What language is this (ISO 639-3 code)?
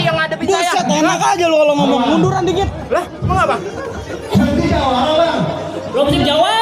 bew